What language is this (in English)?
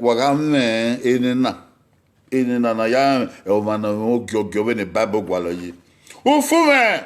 Bini